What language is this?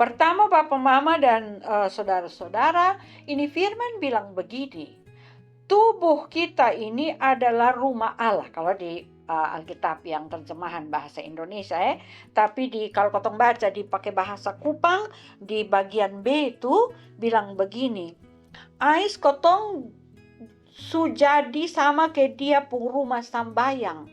Kupang Malay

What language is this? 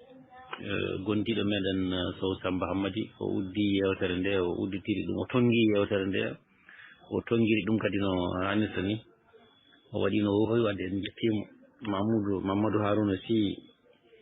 Fula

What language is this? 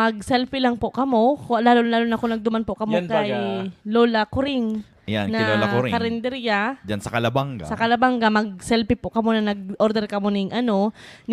Bikol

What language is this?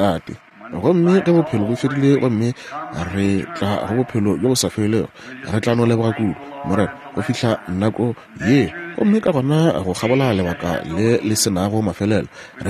Northern Sotho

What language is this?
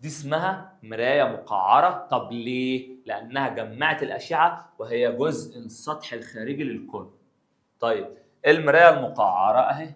Egyptian Arabic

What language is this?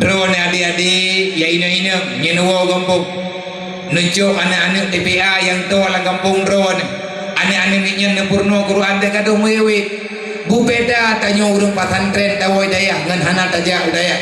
Achinese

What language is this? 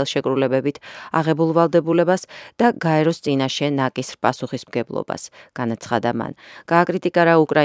Georgian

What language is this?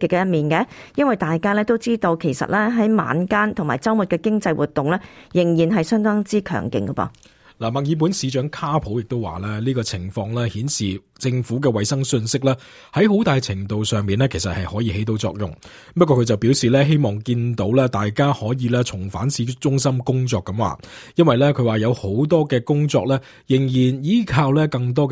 Cantonese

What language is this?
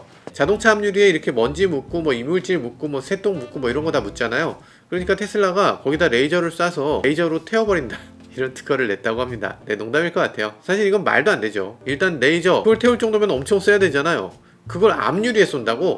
Korean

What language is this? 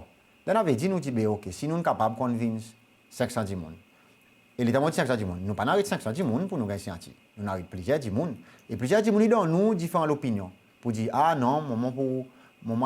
Seselwa Creole French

